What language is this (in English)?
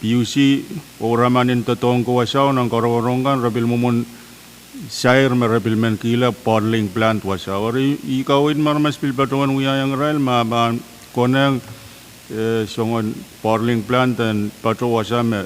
Pohnpeian